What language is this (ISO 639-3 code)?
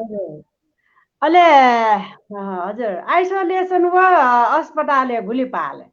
new